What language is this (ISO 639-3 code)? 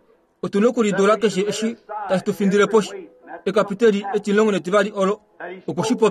kua